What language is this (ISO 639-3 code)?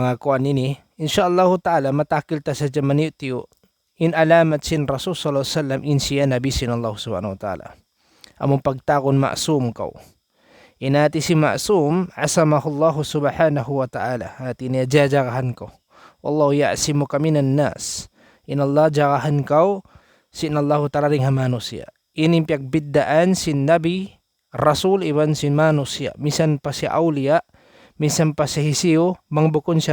tsg